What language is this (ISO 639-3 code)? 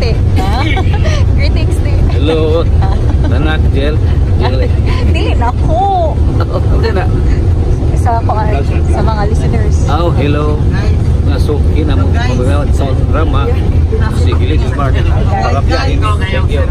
ceb